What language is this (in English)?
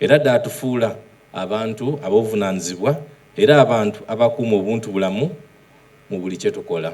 Soga